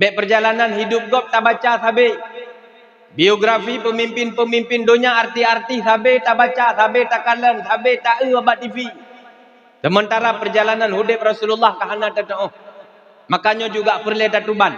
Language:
Achinese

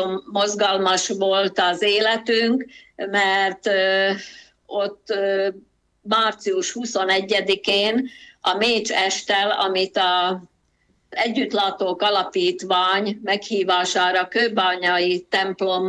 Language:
Hungarian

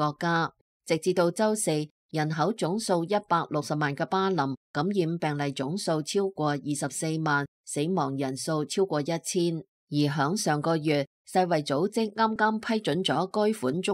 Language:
Cantonese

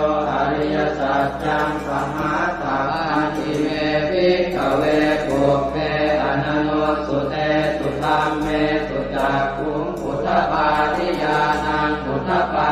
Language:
Pali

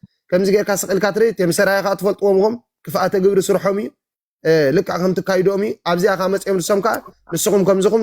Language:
Tigrinya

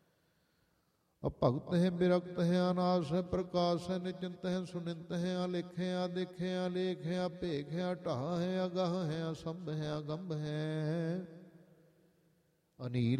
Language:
Punjabi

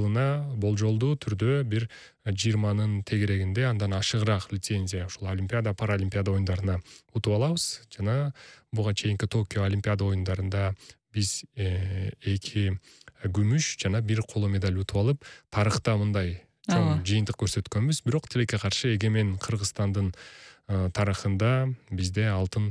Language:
Kyrgyz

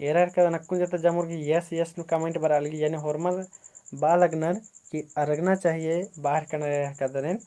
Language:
Kurukh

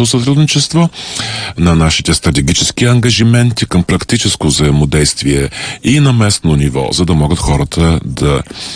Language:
Bulgarian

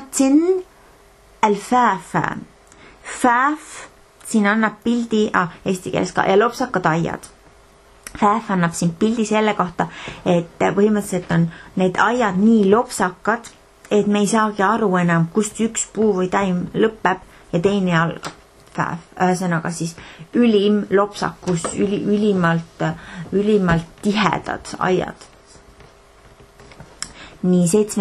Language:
Estonian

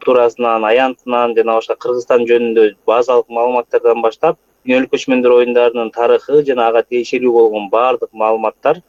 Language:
Kyrgyz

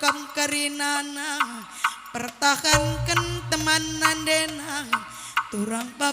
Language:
Batak Karo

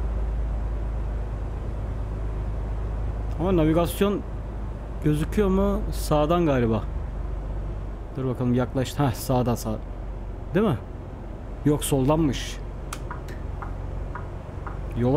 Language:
Turkish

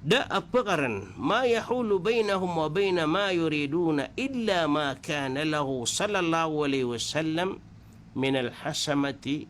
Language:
Maranao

